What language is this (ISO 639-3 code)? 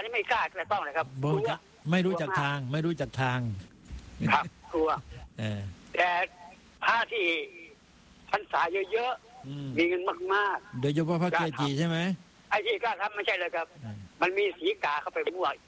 tha